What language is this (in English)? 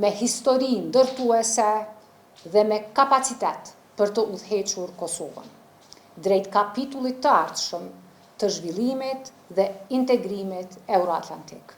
Albanian